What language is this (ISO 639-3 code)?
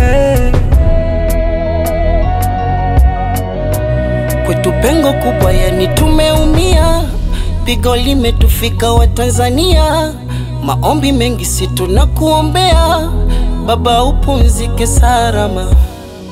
swa